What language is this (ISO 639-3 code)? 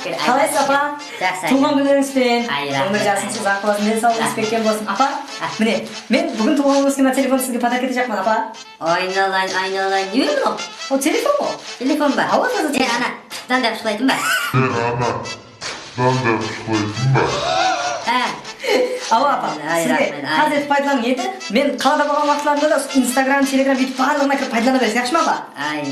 kaa